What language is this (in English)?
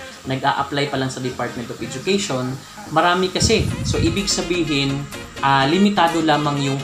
Filipino